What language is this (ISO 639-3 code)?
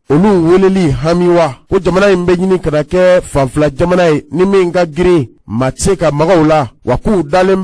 bam